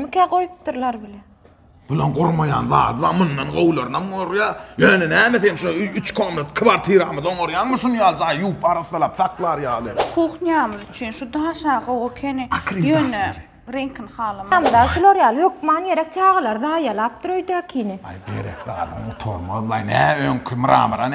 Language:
Turkmen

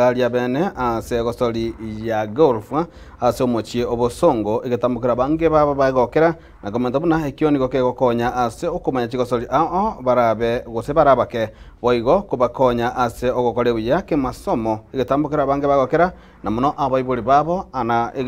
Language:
Gusii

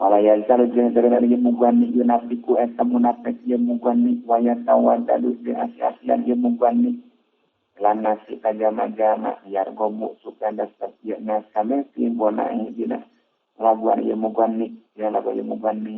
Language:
Sundanese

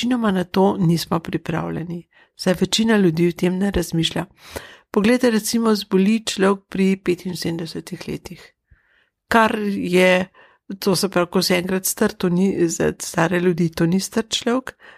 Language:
Slovenian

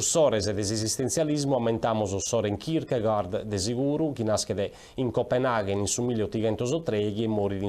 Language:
Sardinian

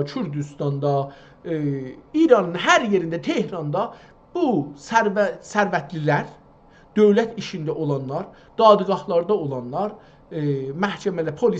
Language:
South Azerbaijani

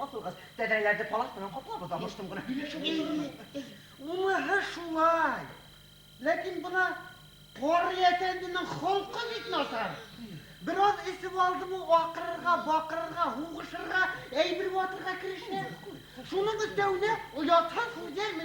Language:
Bashkir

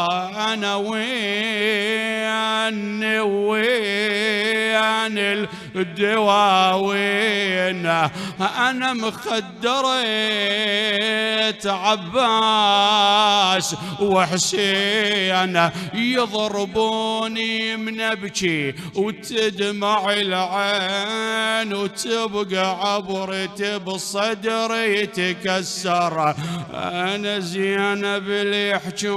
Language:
Mesopotamian Arabic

